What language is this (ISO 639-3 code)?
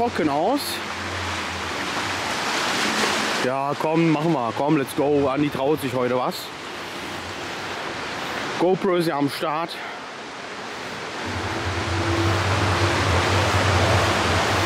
deu